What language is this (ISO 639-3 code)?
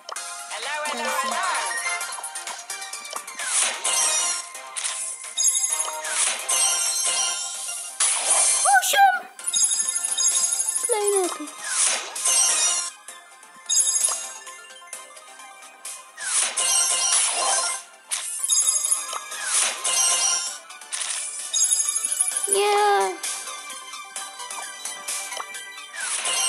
pol